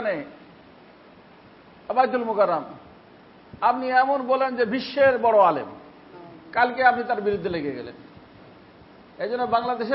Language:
Bangla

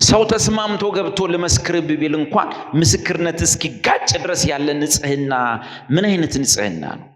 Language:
Amharic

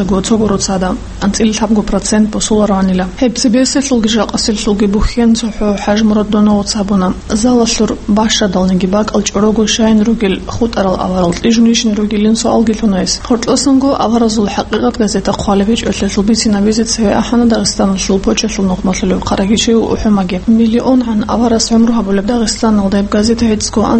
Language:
Avaric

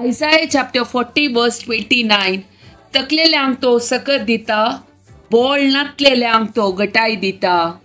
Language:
Konkani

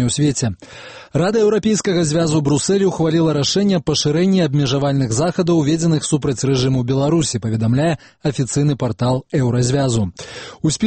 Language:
Belarusian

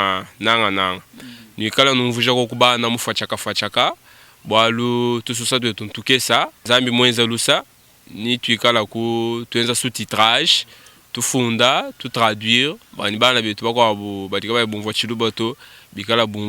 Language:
Luba-Lulua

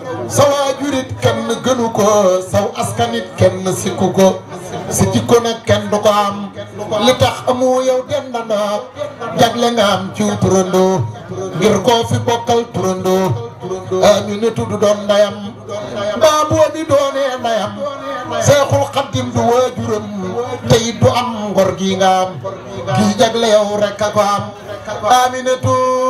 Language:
Wolof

